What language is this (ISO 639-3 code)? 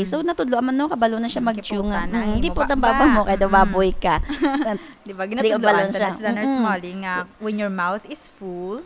hil